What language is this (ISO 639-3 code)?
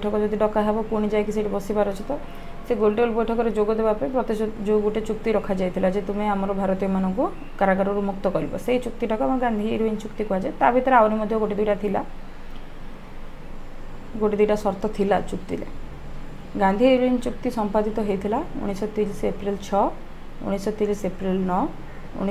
ori